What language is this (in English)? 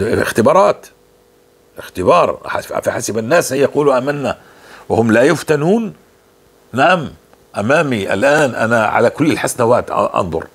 North Levantine Arabic